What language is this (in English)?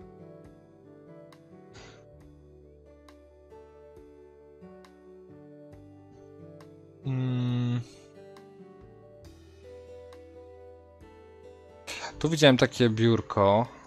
Polish